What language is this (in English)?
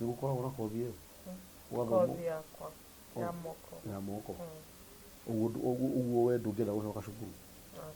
Kikuyu